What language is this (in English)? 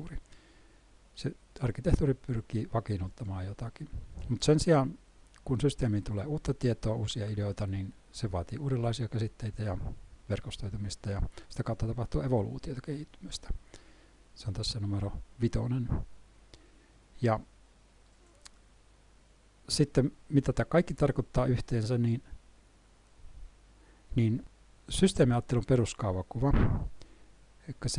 Finnish